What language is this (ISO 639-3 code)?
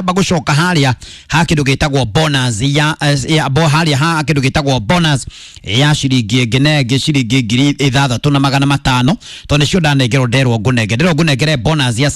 kik